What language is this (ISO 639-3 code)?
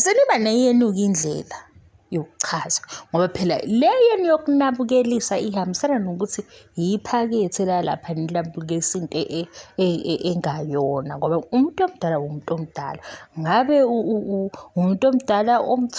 zul